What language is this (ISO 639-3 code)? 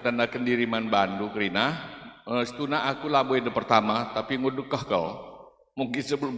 btx